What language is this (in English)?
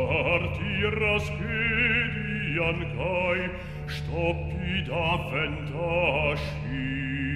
Romansh